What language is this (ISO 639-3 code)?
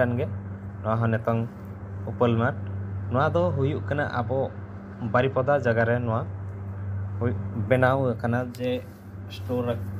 sat